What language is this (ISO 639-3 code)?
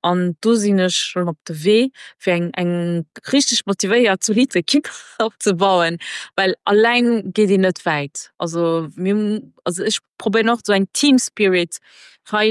ltz